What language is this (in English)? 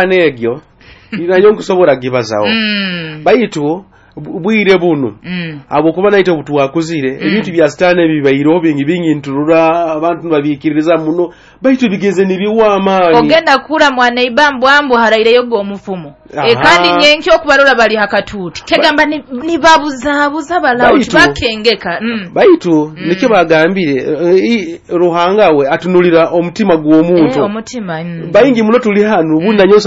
Nyoro